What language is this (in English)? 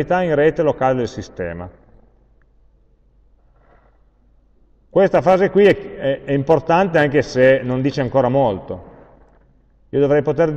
Italian